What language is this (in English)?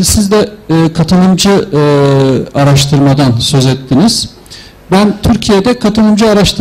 Turkish